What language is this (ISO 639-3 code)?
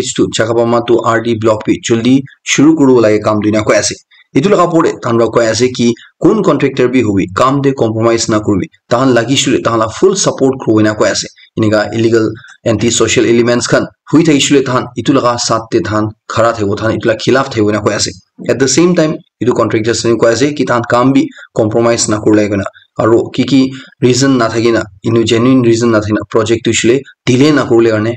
nag